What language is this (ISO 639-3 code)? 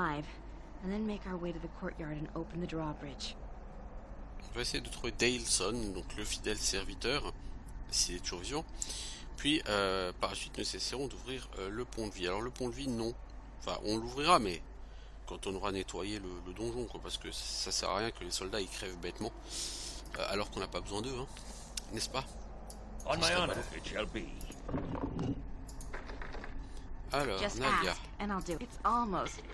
fra